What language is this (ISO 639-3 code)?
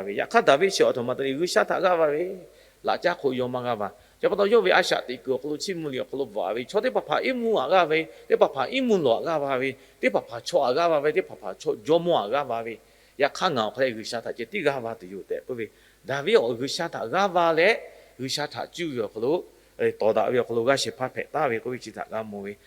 lhu